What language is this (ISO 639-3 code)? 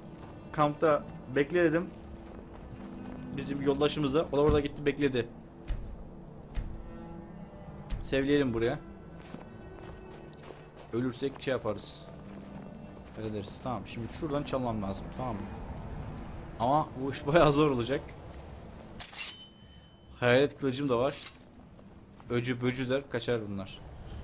tur